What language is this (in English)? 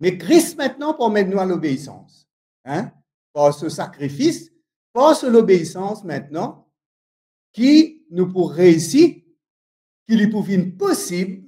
Morisyen